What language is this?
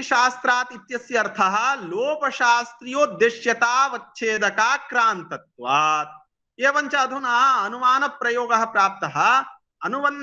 Sanskrit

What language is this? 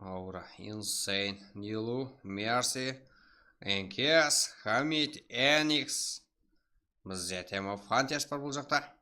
Kara-Kalpak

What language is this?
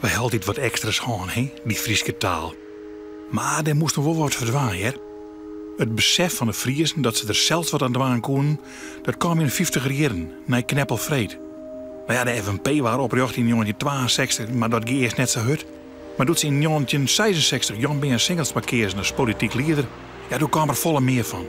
Western Frisian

